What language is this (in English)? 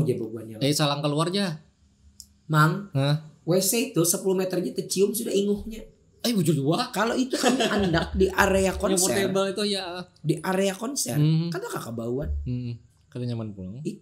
Banjar